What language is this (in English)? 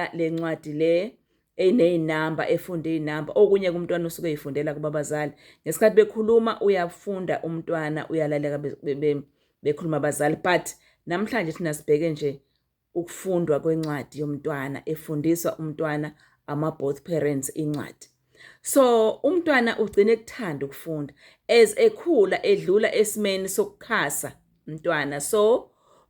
Zulu